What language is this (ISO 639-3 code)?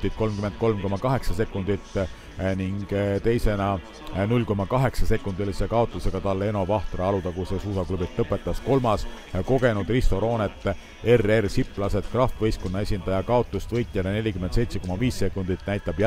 est